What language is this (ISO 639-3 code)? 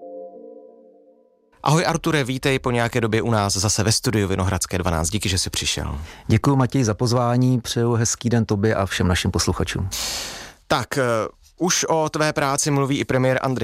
ces